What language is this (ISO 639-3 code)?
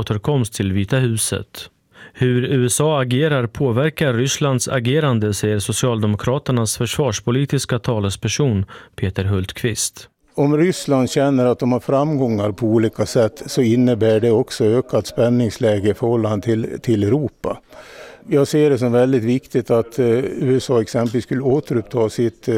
swe